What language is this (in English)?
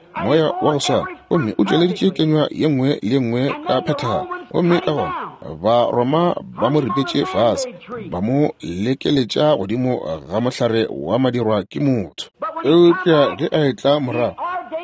Northern Sotho